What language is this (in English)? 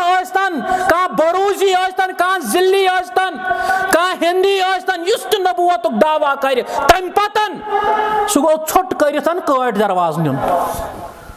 Kashmiri